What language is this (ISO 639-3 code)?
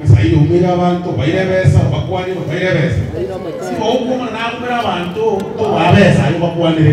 guz